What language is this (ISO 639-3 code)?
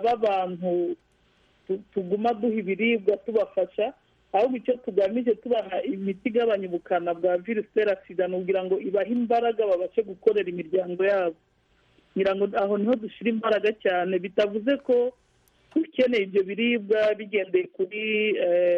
kin